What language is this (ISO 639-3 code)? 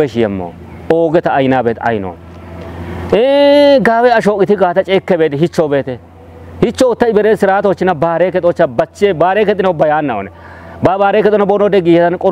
kbr